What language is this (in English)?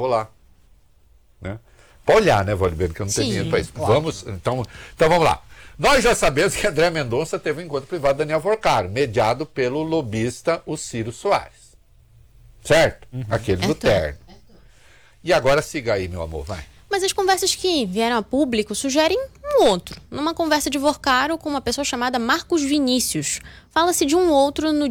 Portuguese